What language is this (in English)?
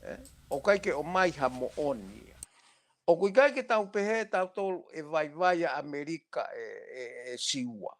Tongan